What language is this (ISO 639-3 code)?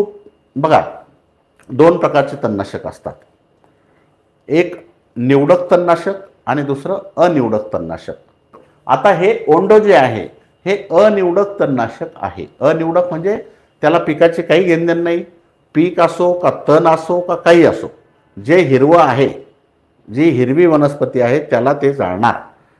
mar